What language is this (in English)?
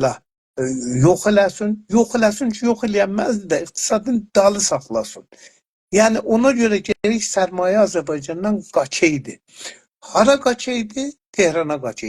South Azerbaijani